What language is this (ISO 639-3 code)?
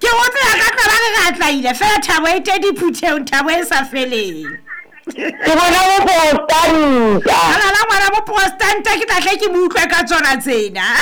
sot